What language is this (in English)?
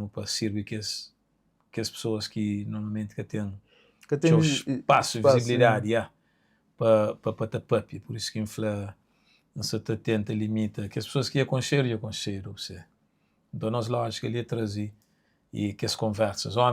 Kabuverdianu